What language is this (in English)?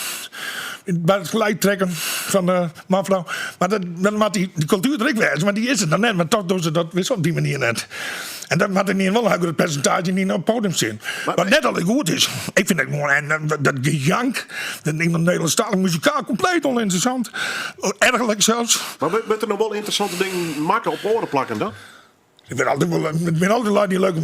Western Frisian